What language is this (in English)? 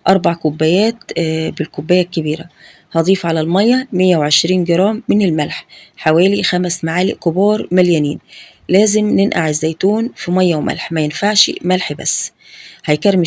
Egyptian Arabic